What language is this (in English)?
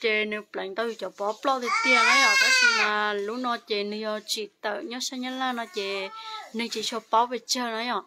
Hmong